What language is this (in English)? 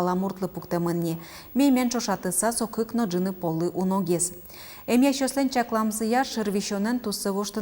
Udmurt